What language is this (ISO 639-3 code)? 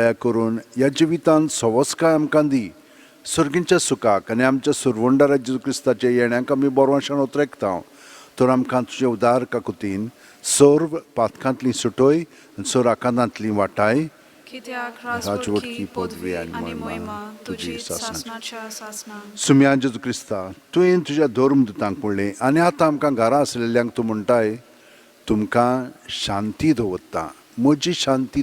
kok